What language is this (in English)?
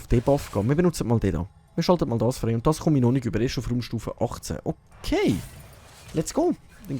Swiss German